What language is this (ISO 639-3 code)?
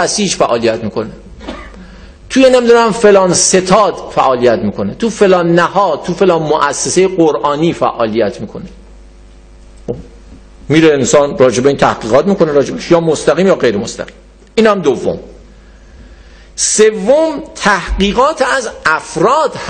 fas